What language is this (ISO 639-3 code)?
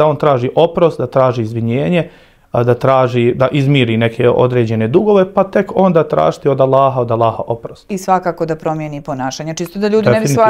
bos